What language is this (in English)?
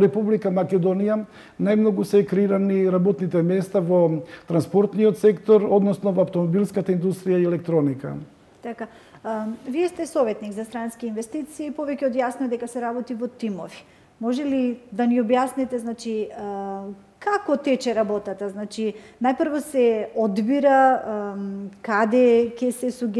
Macedonian